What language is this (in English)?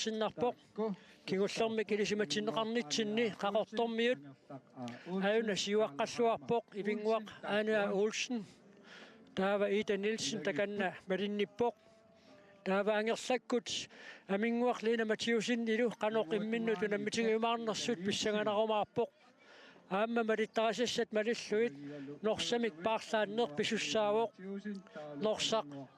Kalaallisut